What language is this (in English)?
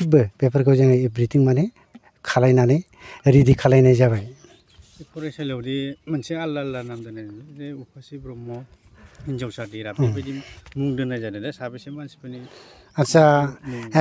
Bodo